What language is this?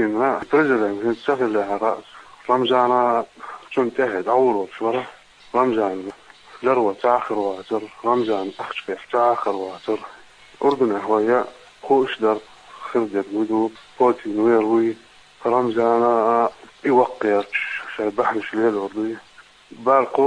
Chechen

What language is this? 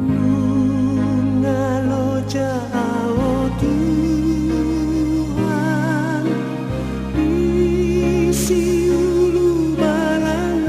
Batak Toba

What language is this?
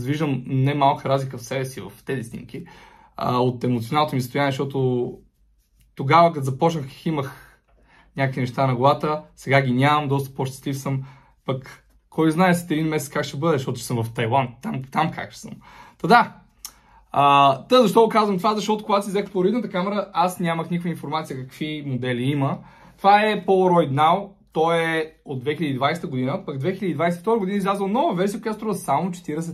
Bulgarian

